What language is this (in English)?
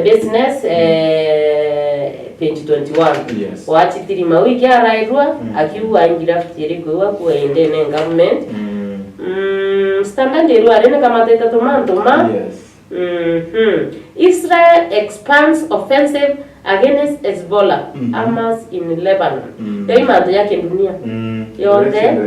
Meru